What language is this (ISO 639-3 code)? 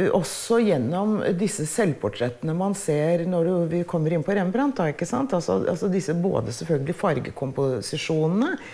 nor